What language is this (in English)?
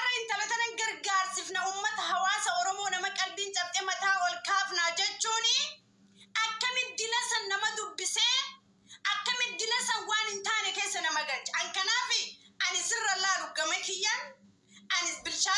Oromo